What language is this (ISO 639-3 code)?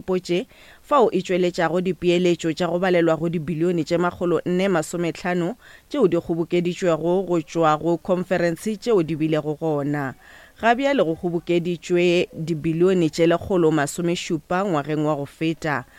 nso